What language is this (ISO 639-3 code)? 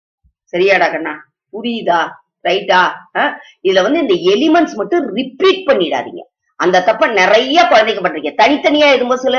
tam